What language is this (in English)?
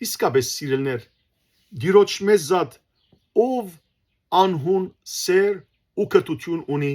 Western Armenian